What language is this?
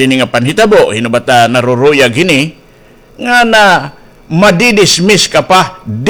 Waray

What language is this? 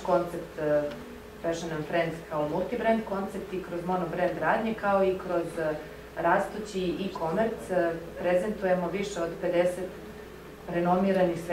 Serbian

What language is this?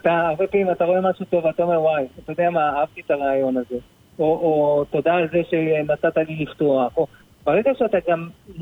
Hebrew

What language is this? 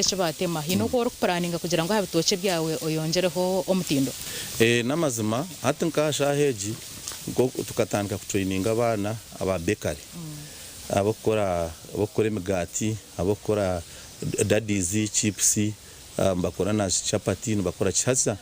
Nyankole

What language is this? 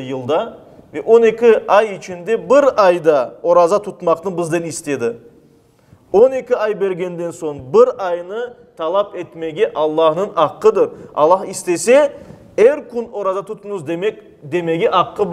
Crimean Tatar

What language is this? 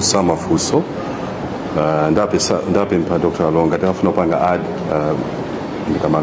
Nyanja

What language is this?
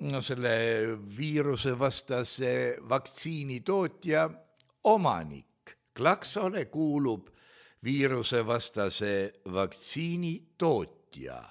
Estonian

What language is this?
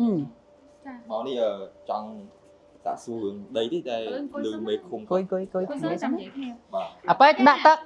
Khmer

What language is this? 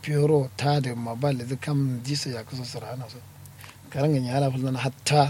Kanuri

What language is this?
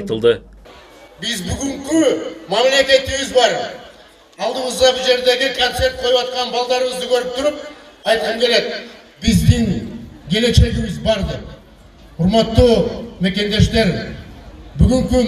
Kyrgyz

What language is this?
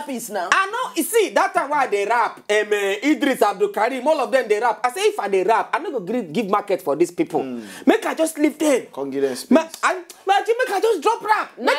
Nigerian Pidgin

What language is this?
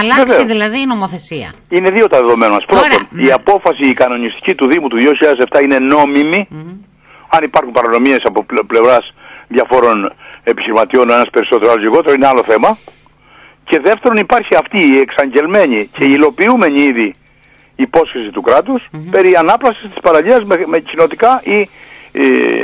Greek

